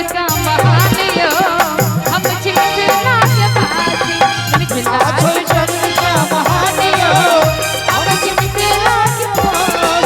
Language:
Maithili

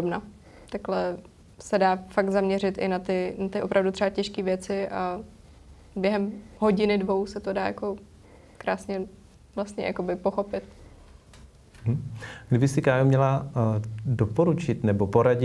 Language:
Czech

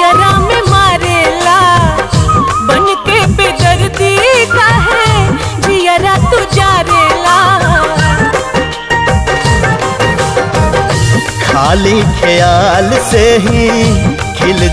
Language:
Bhojpuri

